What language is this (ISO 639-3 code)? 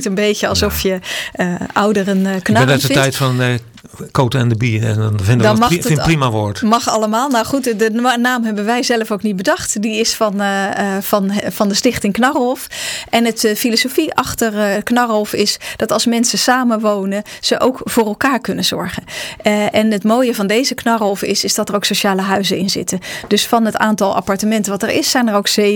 nld